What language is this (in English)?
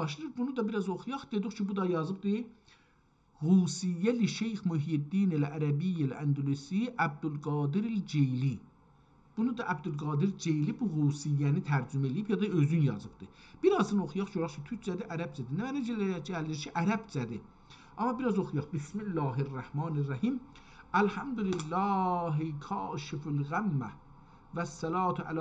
South Azerbaijani